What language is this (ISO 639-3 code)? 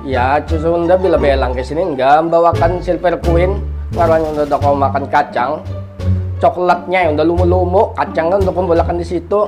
bjn